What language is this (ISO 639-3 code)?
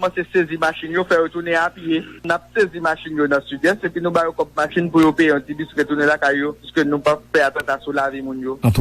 hat